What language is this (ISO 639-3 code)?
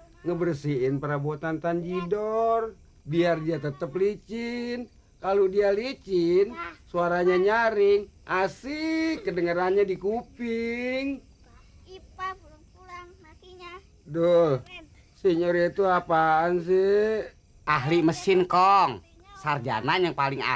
bew